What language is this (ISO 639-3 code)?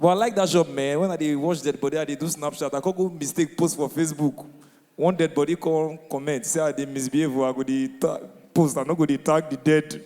pcm